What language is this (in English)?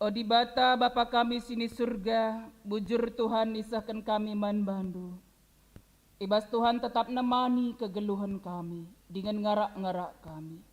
Batak Karo